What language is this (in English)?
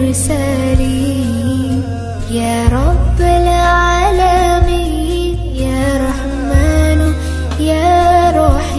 Arabic